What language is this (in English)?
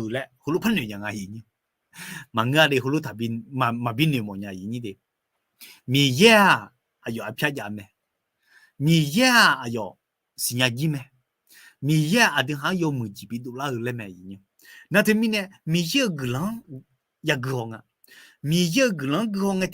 Akha